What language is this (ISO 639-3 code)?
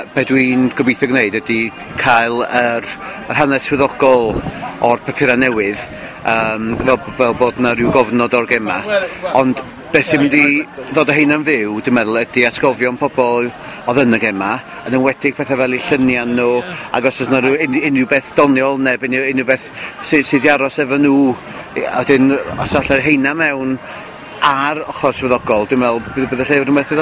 cym